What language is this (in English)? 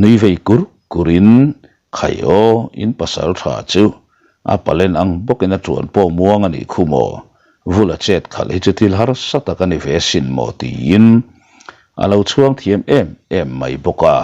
Mizo